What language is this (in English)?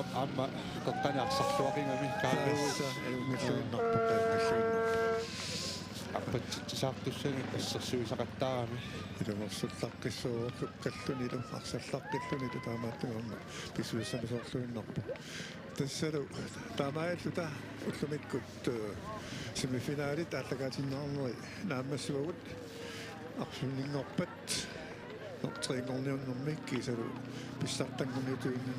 Kalaallisut